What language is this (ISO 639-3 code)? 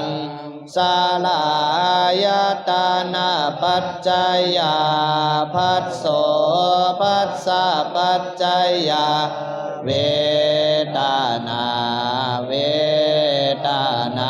pli